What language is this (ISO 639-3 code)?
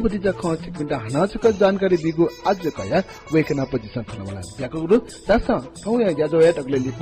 new